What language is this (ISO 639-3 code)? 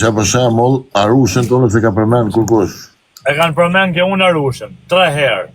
sqi